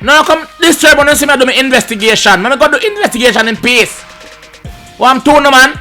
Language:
Jamaican Creole English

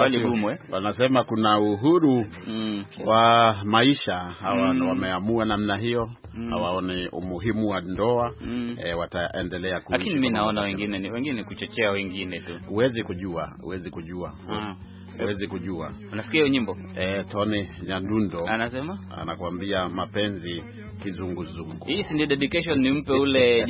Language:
Swahili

